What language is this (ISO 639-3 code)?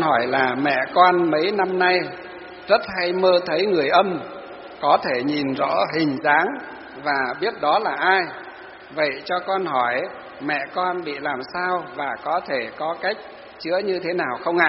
vie